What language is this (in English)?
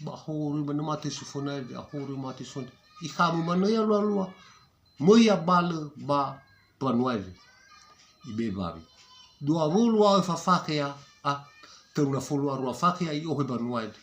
Nias